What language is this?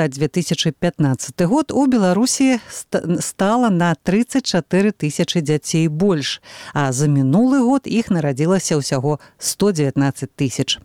Belarusian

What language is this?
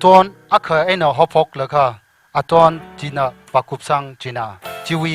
Tangkhul Naga (India)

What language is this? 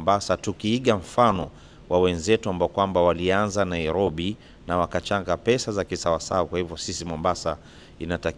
Swahili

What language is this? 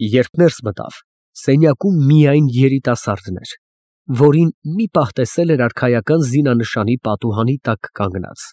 Armenian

